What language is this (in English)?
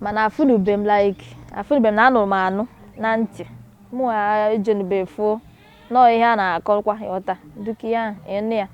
Igbo